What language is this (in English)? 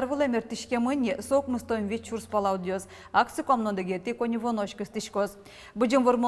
Udmurt